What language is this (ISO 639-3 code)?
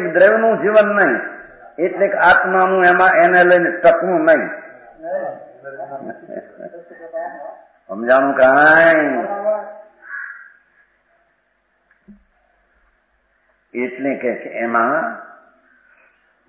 guj